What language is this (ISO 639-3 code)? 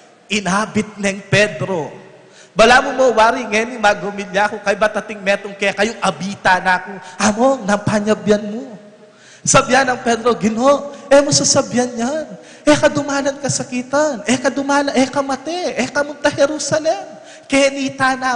pam